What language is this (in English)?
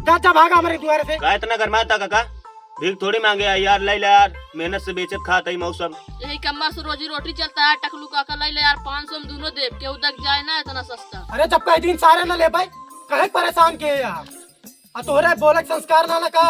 Awadhi